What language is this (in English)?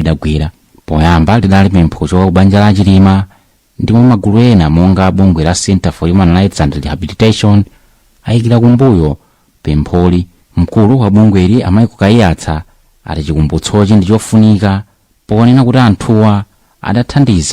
Nyanja